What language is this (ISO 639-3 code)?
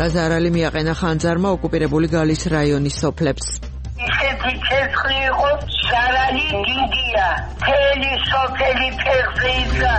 kat